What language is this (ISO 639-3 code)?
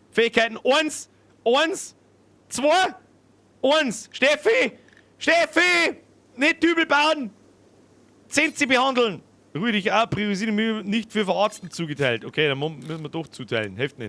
bar